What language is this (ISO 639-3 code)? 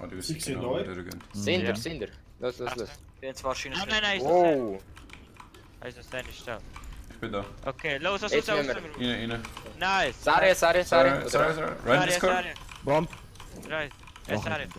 gsw